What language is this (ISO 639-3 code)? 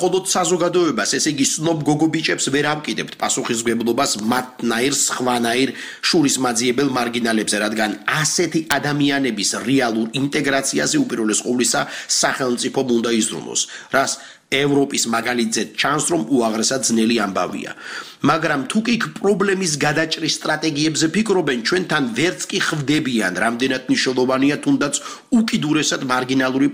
kat